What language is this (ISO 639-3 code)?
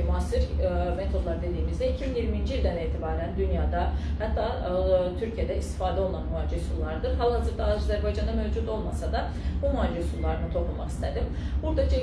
aze